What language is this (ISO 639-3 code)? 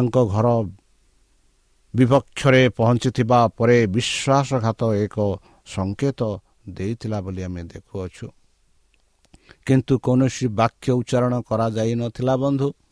ori